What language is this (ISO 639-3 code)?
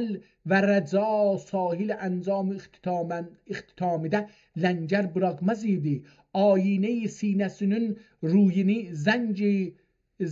azb